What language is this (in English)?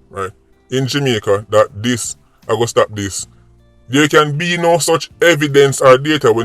Jamaican Creole English